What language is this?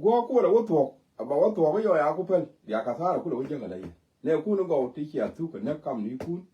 Nuer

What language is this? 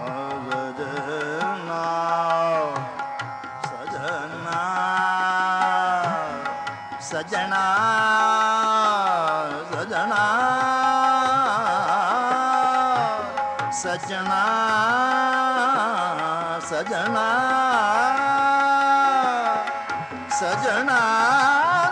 Punjabi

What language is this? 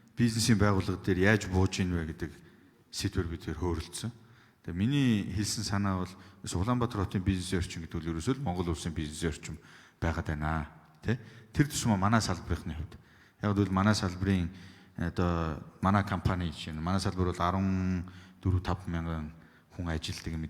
Mongolian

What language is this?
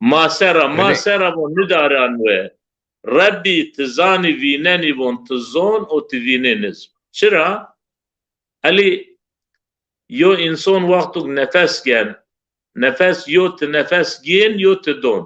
Zaza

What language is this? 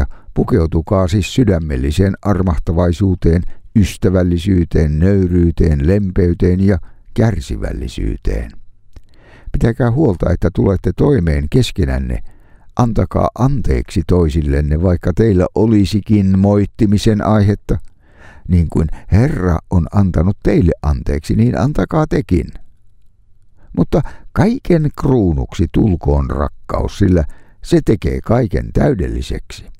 Finnish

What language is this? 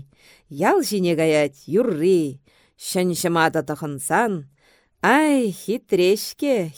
Chuvash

